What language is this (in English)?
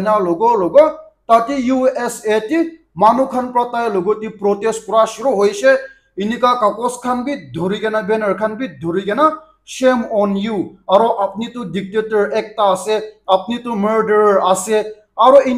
Naga Pidgin